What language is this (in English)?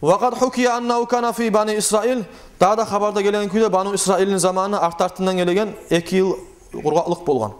Kumyk